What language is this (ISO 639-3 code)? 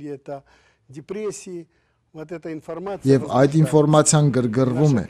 hye